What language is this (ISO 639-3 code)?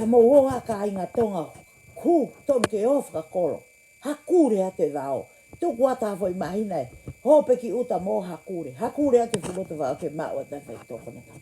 ton